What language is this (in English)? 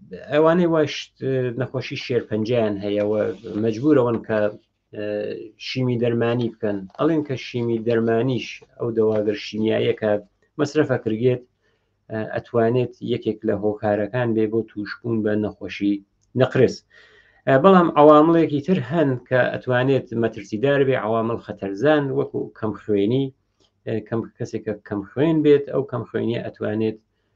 Central Kurdish